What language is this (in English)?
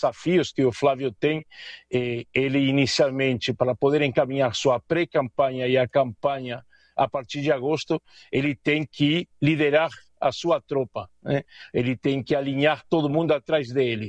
Portuguese